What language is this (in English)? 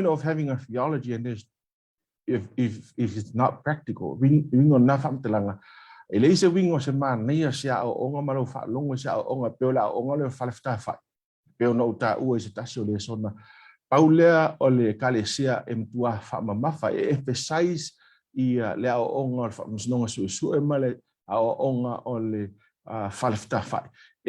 Samoan